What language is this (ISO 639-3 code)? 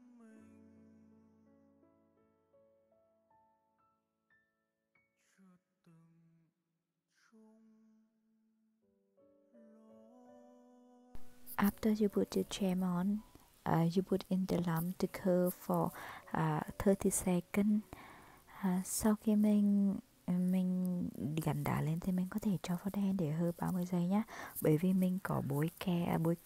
vie